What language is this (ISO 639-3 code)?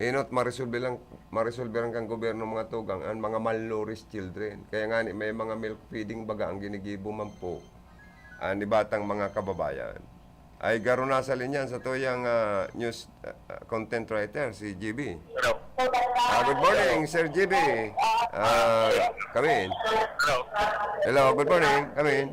bik